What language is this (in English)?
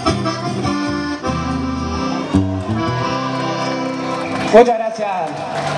Spanish